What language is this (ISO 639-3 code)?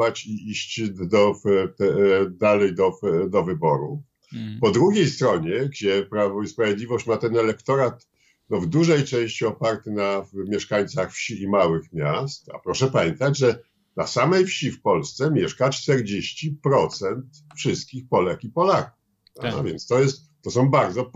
pol